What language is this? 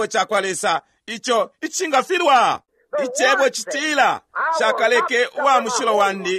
Bemba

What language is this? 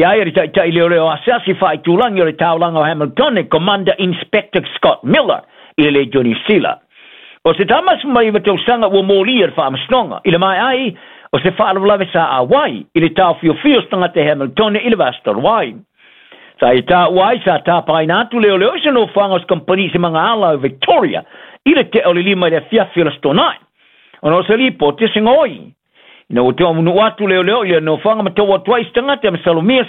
Samoan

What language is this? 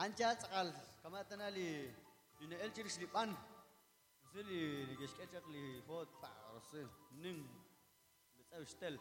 Kekchí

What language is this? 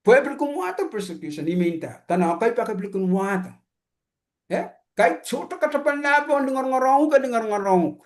Pohnpeian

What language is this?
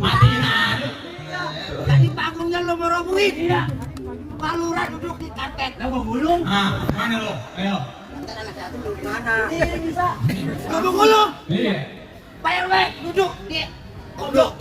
Betawi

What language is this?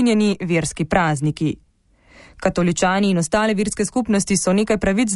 Slovenian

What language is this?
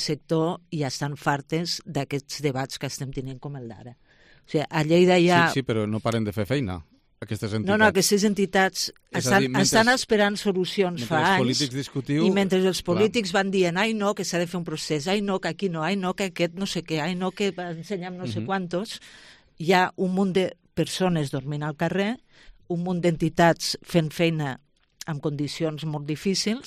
Catalan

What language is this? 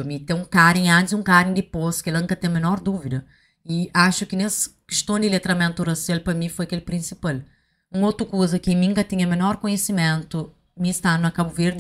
Kabuverdianu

